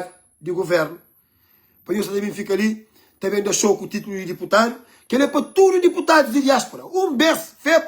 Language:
Kabuverdianu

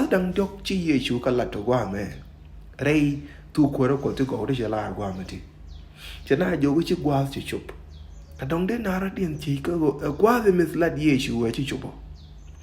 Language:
Nuer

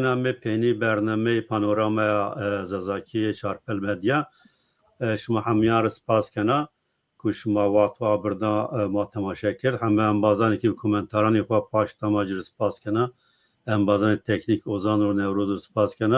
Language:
Zaza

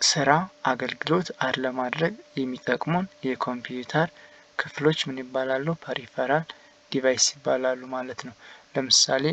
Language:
Amharic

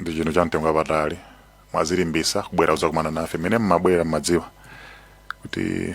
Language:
Nyanja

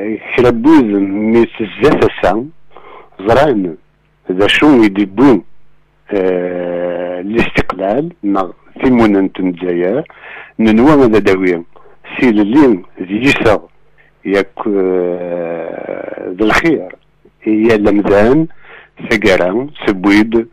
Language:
Kabyle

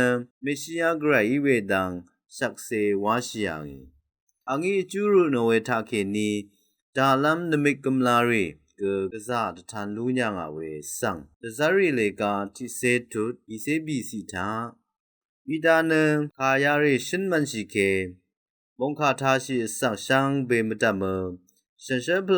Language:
Rawang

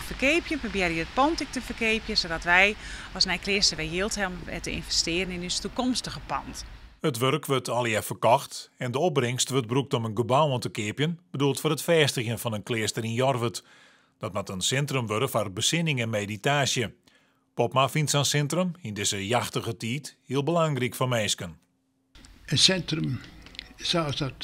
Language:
Western Frisian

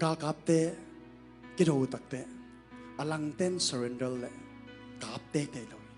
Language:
Tedim Chin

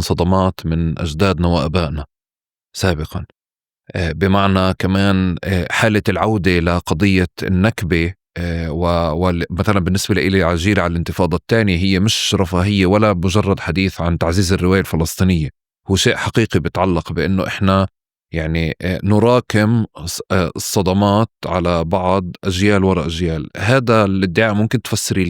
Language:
North Levantine Arabic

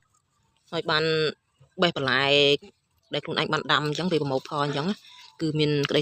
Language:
Khmer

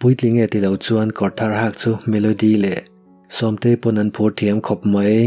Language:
Mizo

